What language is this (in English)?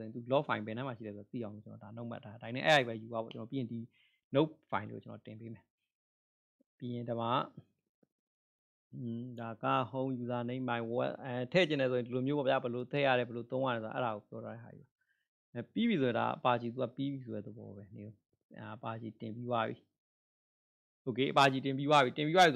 Burmese